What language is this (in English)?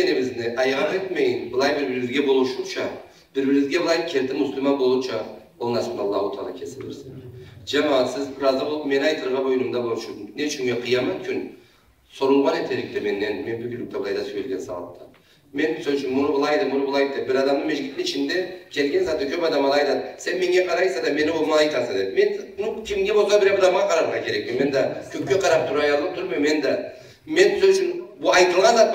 Karachay-Balkar